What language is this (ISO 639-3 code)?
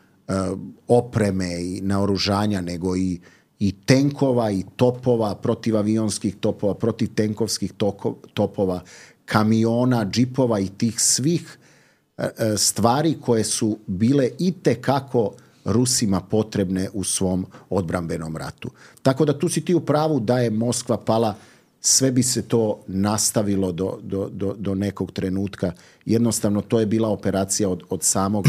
srp